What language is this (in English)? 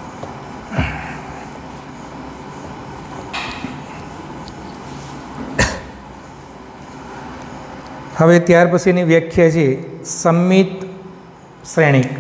Gujarati